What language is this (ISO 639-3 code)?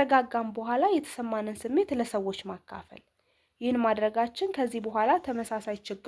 amh